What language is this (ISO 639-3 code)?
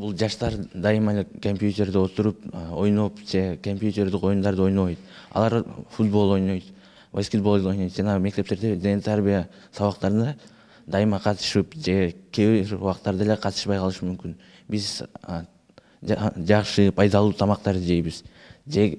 kir